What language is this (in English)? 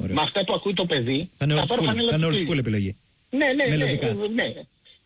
Greek